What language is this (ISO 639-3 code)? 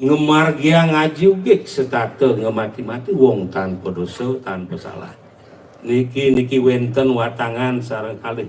ban